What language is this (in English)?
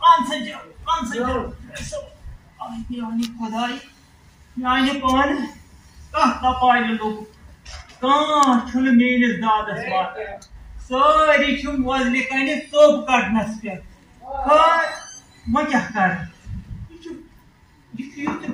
Kashmiri